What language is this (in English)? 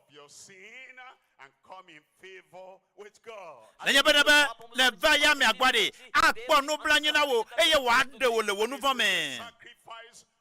Ewe